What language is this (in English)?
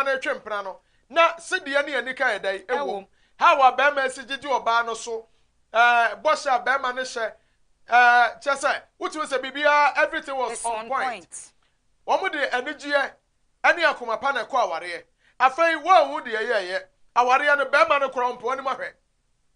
Akan